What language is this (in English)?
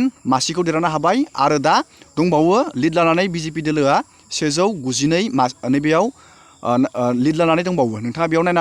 Bodo